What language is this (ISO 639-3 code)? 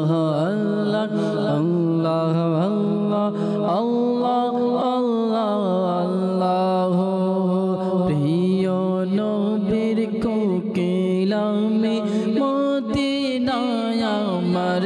ben